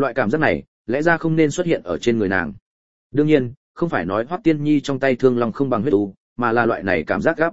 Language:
Vietnamese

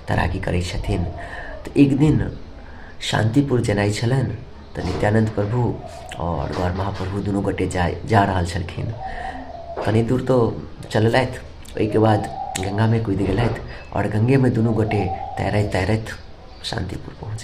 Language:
Maithili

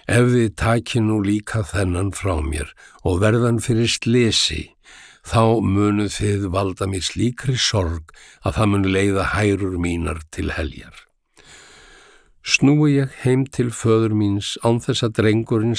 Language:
Icelandic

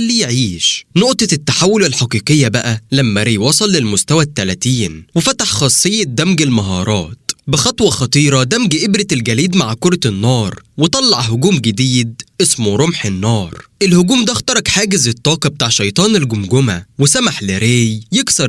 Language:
Egyptian Arabic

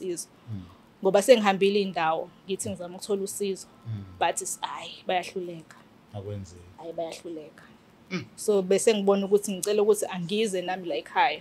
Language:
Zulu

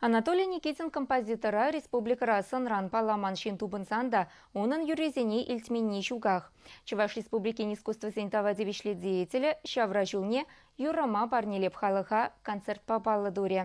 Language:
Chuvash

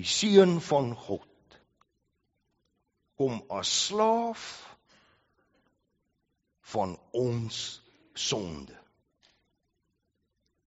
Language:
Afrikaans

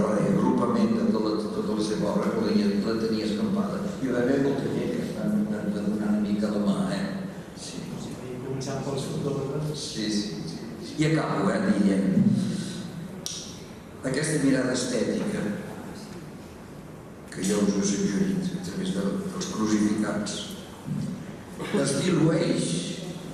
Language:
Catalan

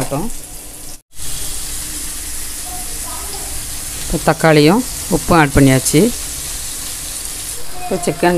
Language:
Tamil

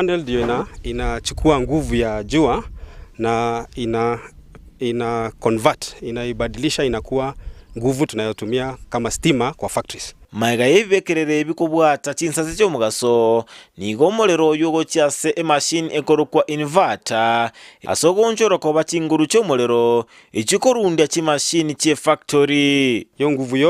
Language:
Gusii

